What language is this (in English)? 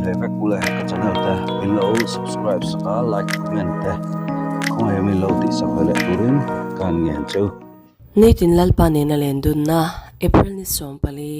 Mizo